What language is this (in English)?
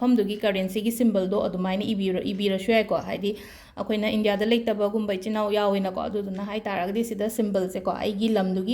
Manipuri